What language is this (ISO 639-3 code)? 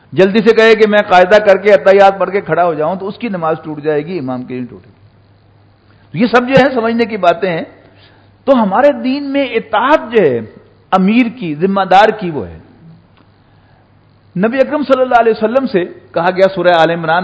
urd